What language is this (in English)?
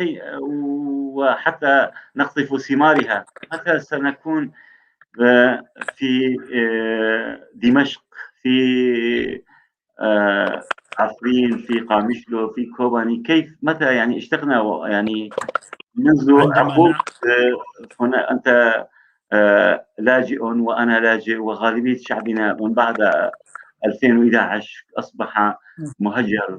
North Levantine Arabic